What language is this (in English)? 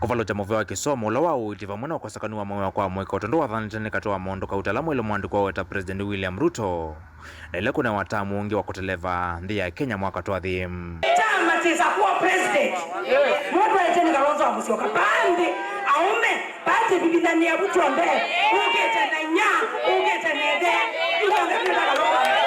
Kamba